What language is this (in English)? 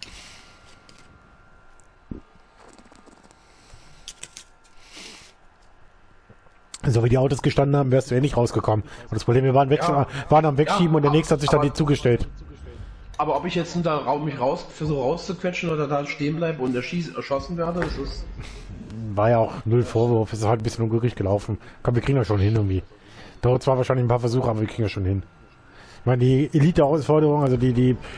German